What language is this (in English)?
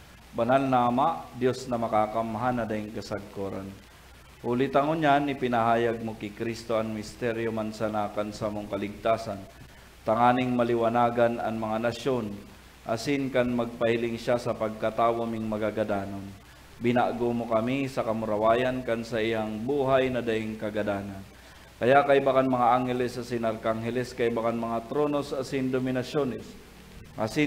Bikol